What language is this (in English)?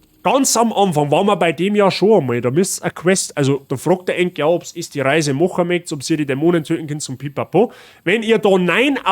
Bavarian